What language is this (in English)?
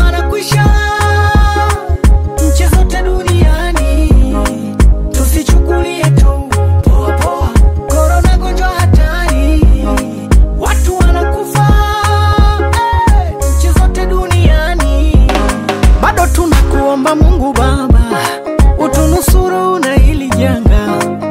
Swahili